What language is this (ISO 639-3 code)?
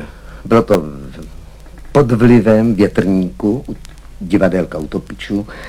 ces